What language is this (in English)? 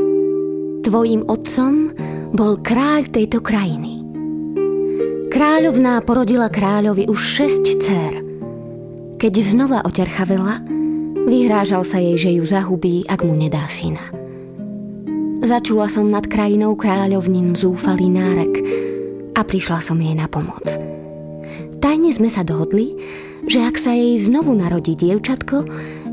Slovak